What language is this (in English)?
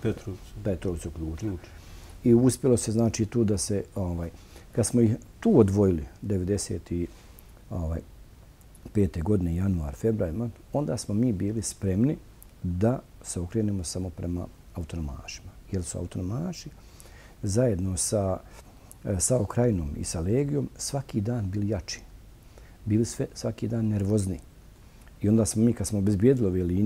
Bosnian